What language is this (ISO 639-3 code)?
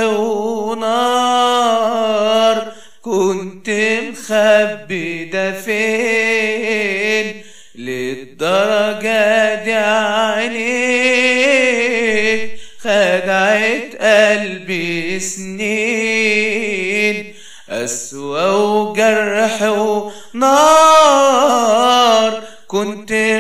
arz